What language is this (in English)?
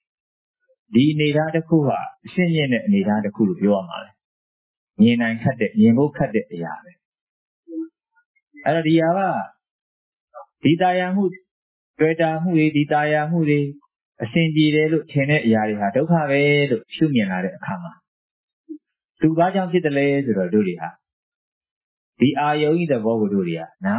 Burmese